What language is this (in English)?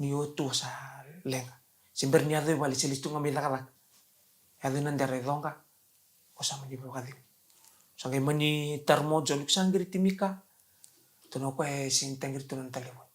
Fijian